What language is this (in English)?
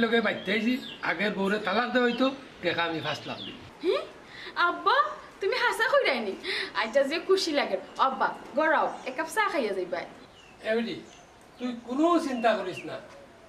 Sylheti